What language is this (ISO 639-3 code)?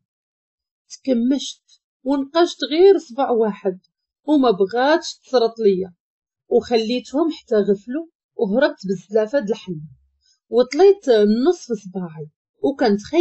ary